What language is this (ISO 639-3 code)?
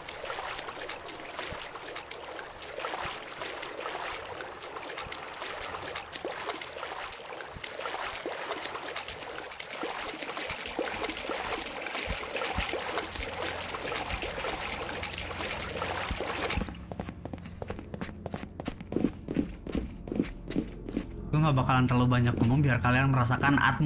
ind